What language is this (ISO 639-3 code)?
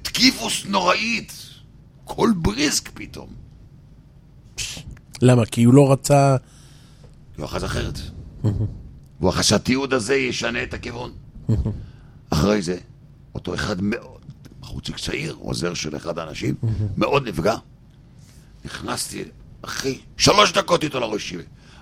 heb